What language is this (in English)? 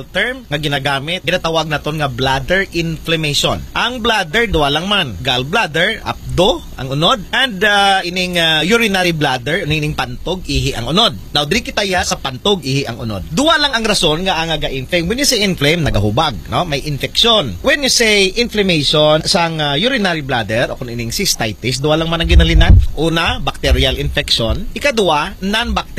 Hiligaynon